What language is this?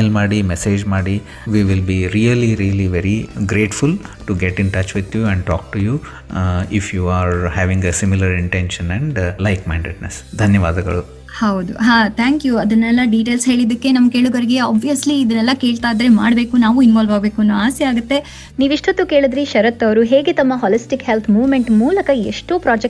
Kannada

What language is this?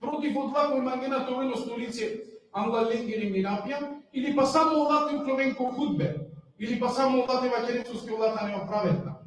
Balkan Romani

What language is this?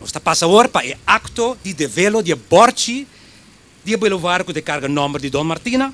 Papiamento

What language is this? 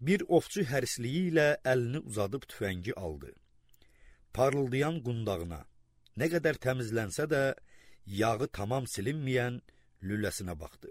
Azerbaijani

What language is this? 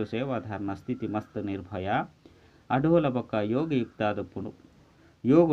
Tulu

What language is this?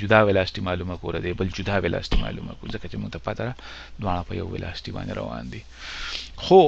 Pashto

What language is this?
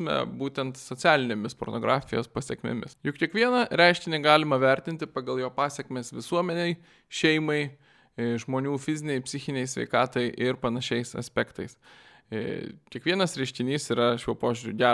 Lithuanian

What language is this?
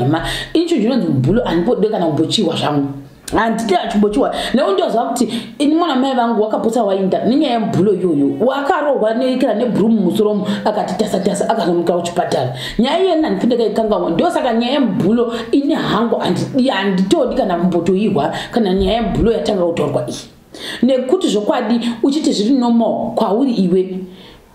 Shona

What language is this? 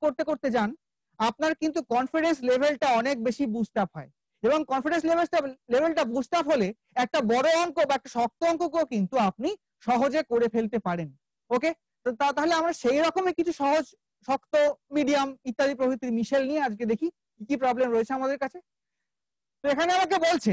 Bangla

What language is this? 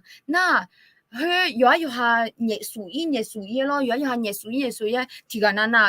Akha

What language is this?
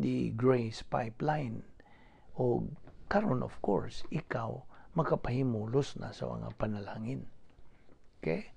Cebuano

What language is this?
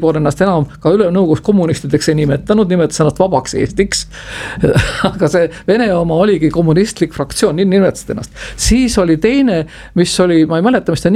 Estonian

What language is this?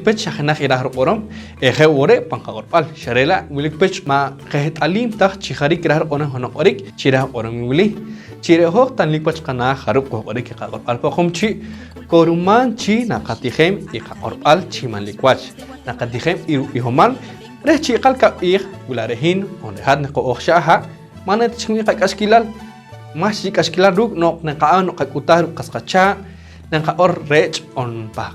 Poqomchi'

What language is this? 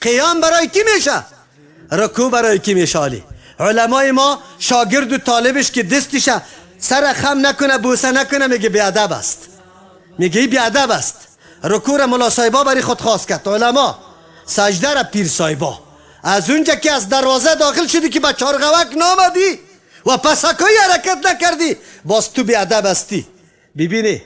Persian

